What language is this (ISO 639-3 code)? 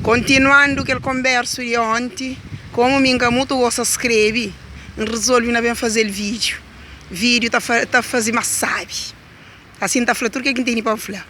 kea